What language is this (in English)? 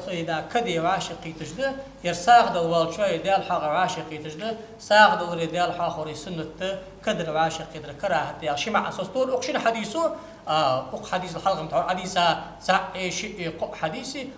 Ingush